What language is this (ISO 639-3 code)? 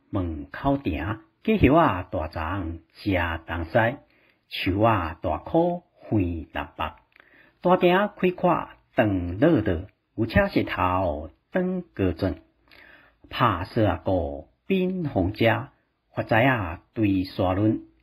nan